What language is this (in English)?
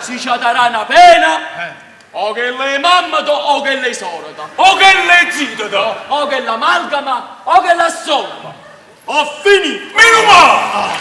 Neapolitan